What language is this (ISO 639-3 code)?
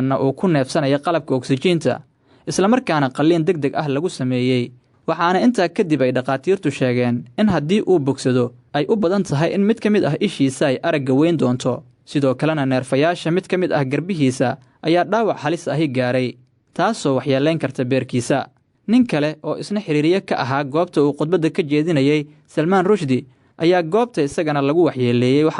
som